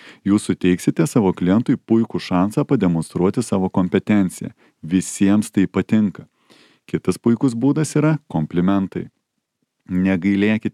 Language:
Lithuanian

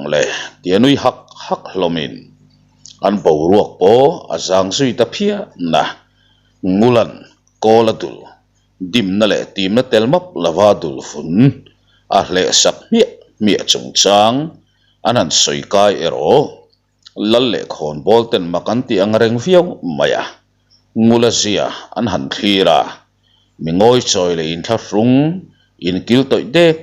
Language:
Mizo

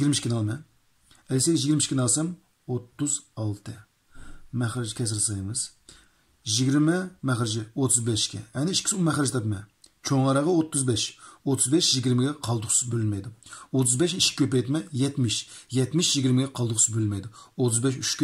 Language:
Uyghur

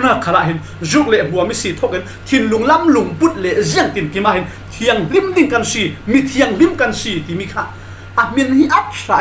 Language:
Falam Chin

